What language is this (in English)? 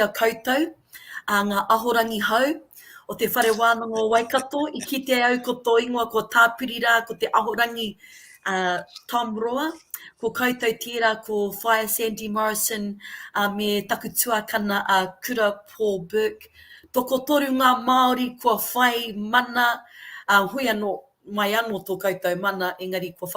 Māori